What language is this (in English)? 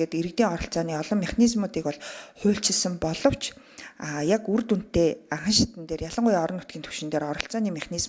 Mongolian